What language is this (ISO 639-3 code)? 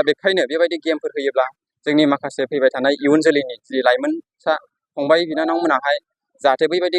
brx